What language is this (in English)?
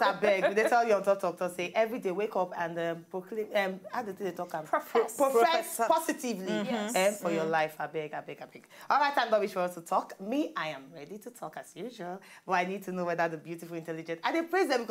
Nigerian Pidgin